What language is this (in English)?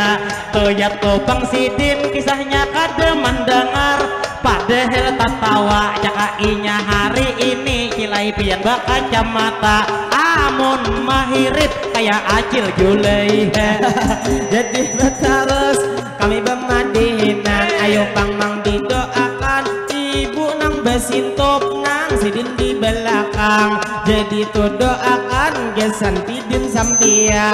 Banjar